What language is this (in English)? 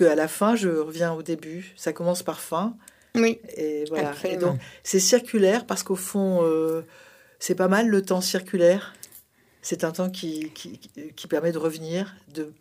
French